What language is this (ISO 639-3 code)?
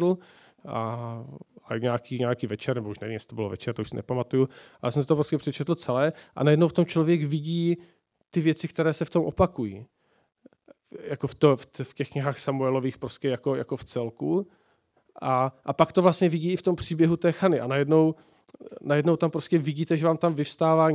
ces